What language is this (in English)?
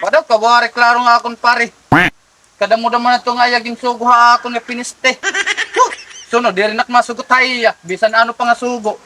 Waray